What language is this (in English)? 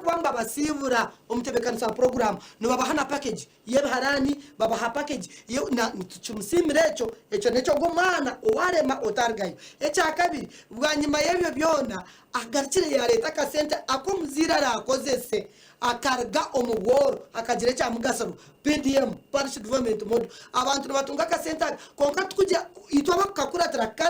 Nyankole